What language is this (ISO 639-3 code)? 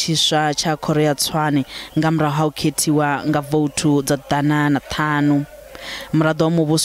ven